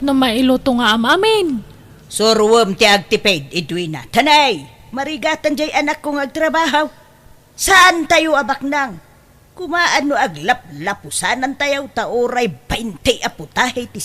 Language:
Iloko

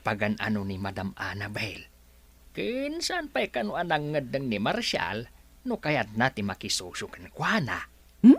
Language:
Iloko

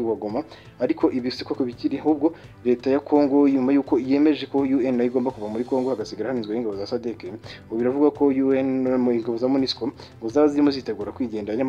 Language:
Kinyarwanda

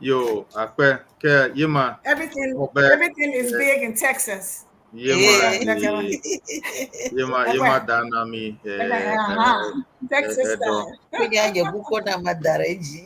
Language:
Ewe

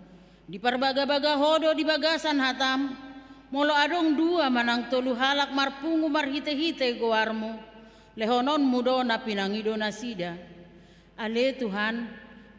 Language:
Batak Toba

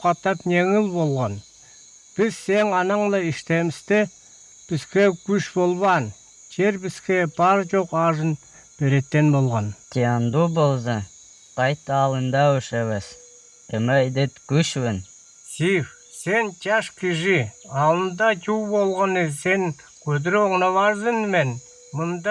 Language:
Northern Altai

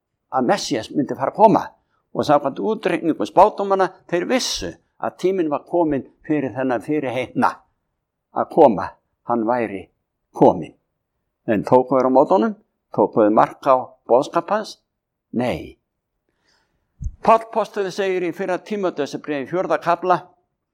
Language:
Icelandic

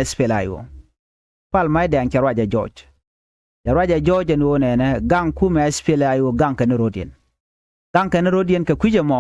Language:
Nuer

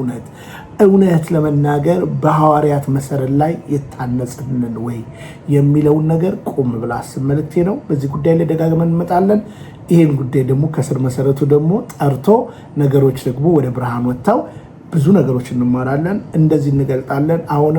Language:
Amharic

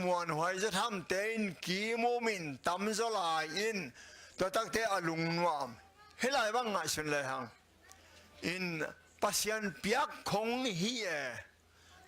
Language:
Tedim Chin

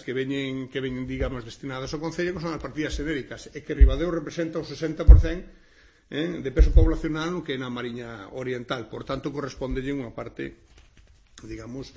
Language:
Galician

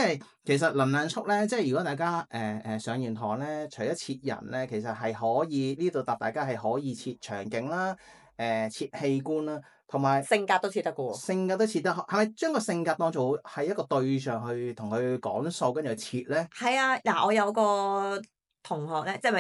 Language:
Cantonese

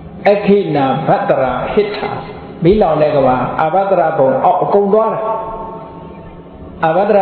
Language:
Burmese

